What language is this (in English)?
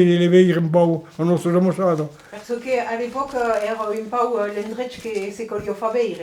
Occitan